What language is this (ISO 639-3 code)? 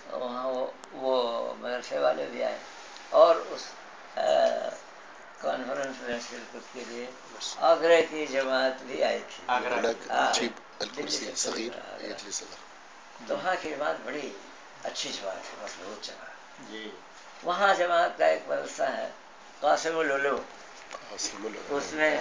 urd